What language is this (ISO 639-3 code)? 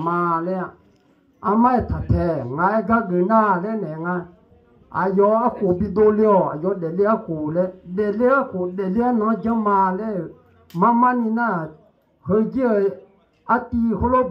ahk